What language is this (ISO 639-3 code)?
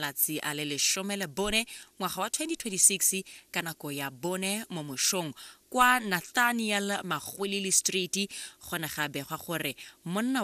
tsn